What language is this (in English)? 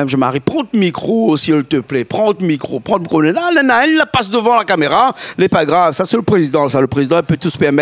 Réunion Creole French